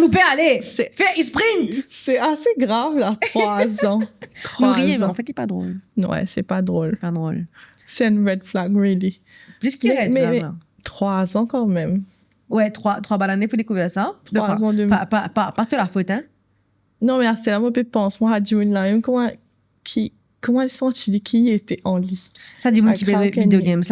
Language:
Morisyen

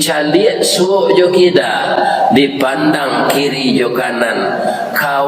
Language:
Minangkabau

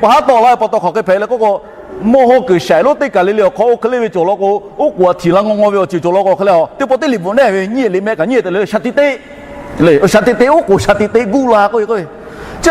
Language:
Lahu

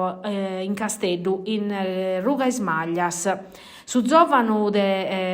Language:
Sardinian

